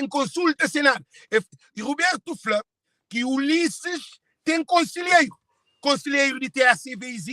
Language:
Kabuverdianu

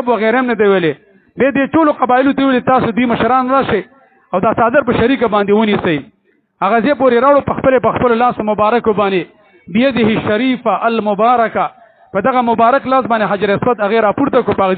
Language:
Pashto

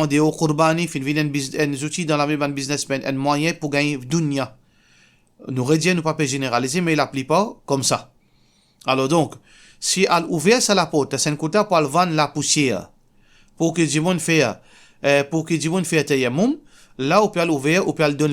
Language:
Morisyen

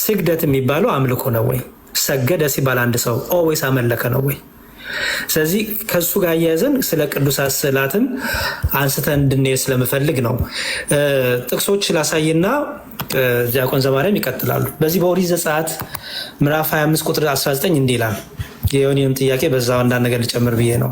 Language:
Amharic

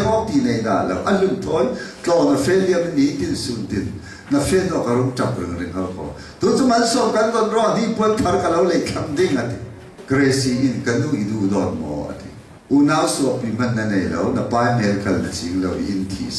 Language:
Falam Chin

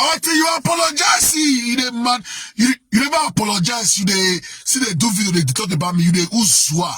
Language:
Nigerian Pidgin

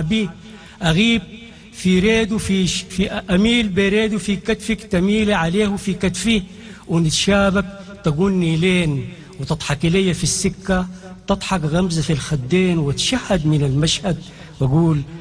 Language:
Sudanese Arabic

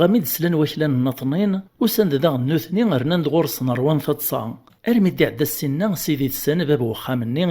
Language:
Kabyle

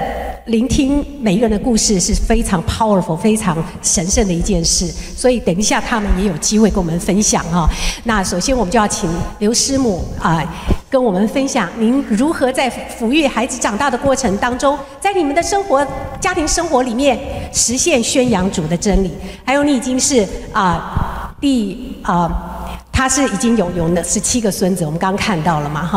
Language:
Chinese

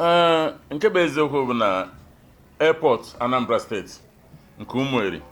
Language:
Igbo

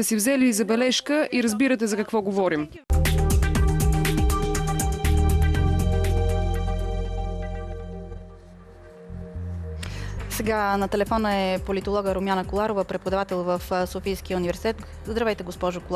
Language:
Bulgarian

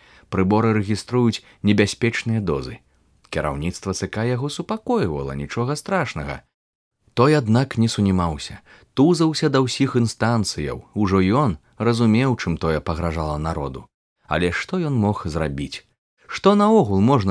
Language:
Belarusian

